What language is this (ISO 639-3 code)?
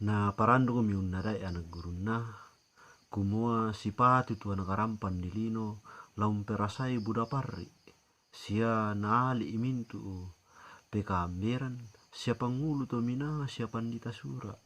sda